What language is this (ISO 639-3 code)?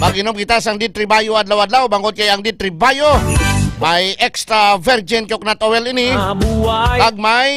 hil